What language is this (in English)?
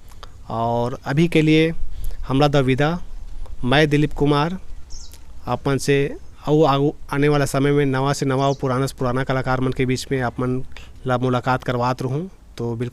Chhattisgarhi